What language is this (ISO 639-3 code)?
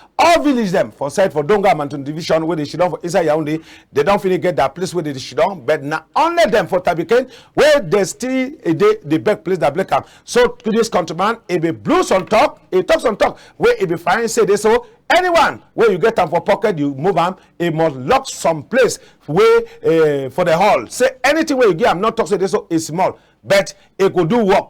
wes